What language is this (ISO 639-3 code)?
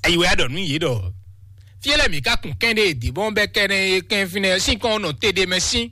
fon